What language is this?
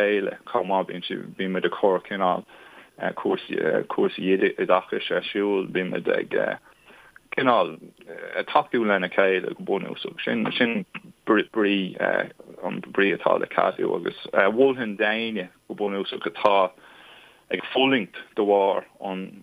Irish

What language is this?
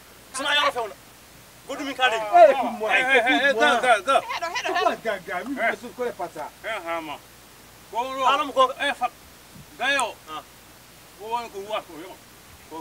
Fula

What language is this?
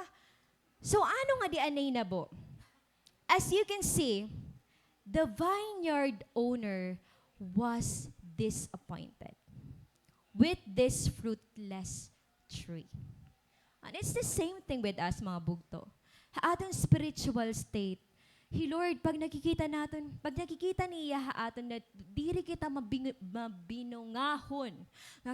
Waray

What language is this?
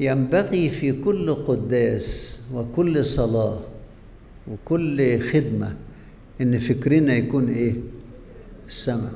Egyptian Arabic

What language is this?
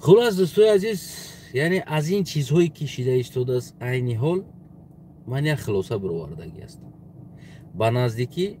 Tajik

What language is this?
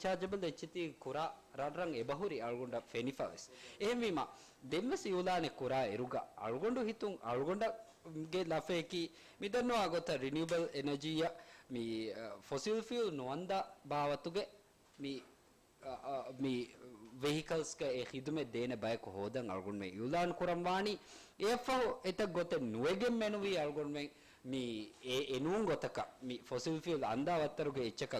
Divehi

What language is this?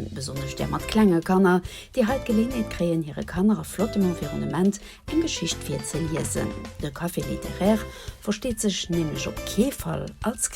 Luxembourgish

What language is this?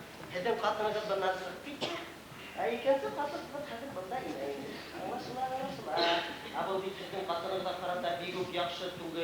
Bashkir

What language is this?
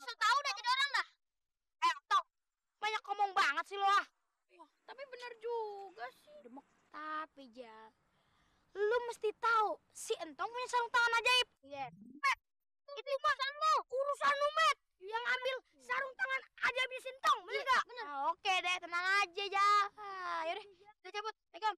Betawi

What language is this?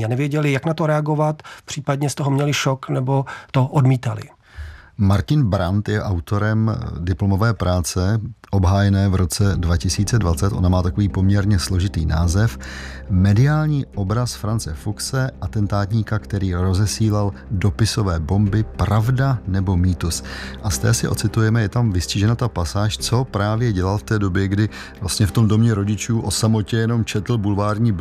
Czech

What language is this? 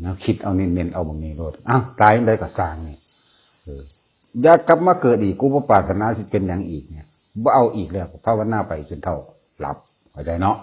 Northeastern Thai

